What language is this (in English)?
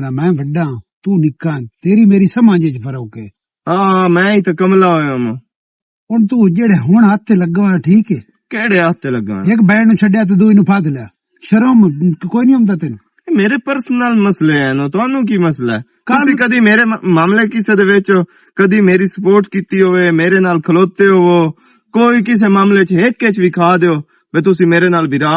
Western Panjabi